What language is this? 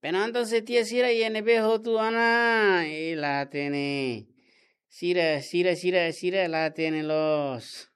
Tetum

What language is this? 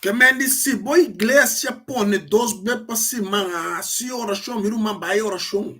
Papiamento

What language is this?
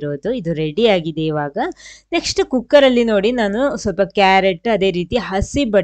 Kannada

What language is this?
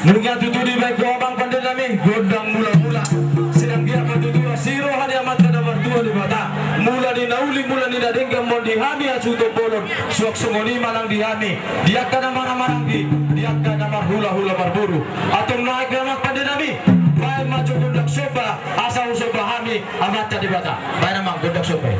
Batak Toba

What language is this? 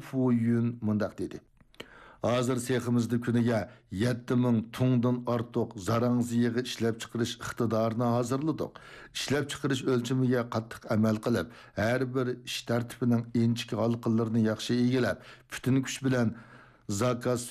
Uyghur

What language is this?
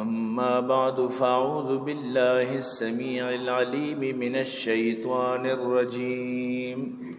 Eastern Balochi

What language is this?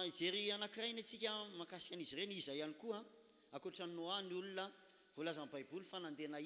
Malagasy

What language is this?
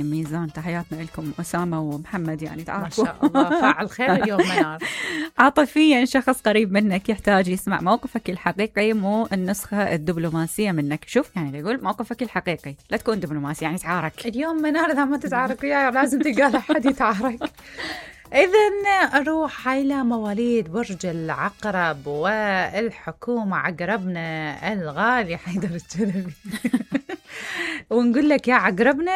Mesopotamian Arabic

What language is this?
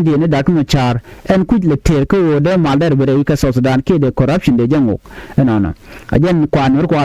Nuer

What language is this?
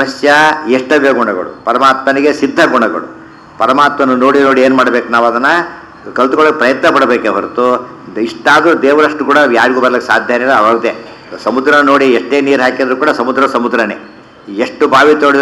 Kannada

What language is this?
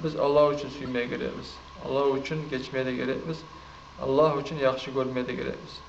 Kumyk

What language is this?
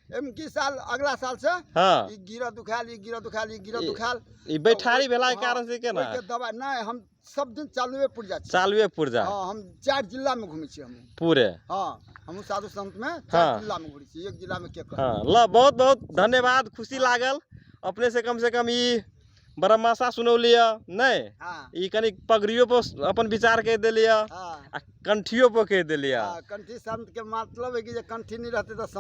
Magahi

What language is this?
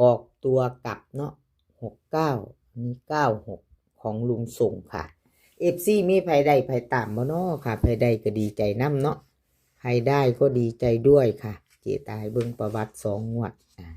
Northeastern Thai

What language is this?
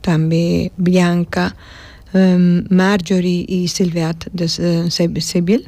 Papiamento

